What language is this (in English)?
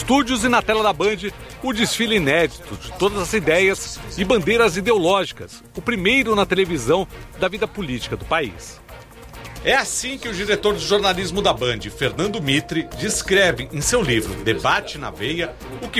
Portuguese